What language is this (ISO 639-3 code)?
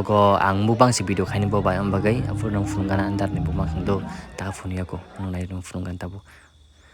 trp